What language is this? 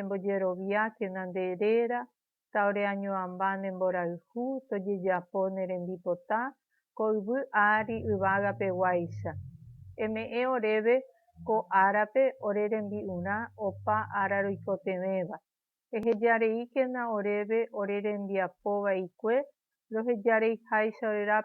Guarani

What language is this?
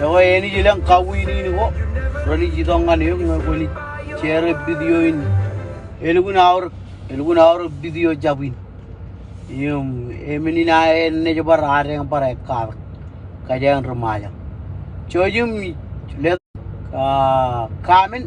Marshallese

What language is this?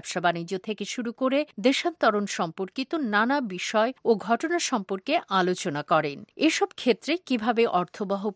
Bangla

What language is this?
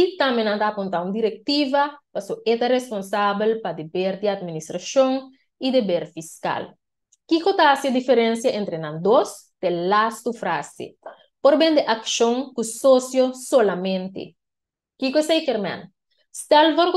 Papiamento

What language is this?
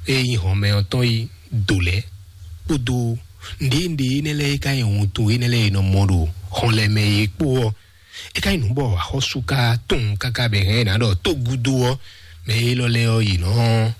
Fon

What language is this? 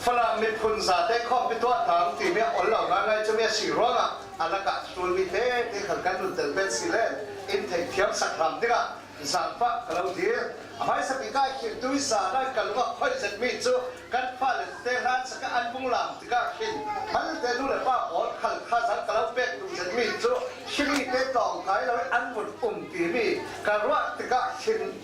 Falam Chin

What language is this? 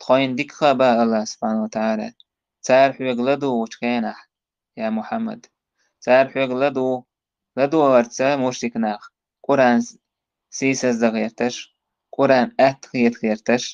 Chechen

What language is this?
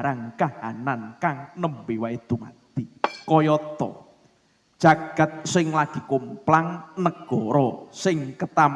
Javanese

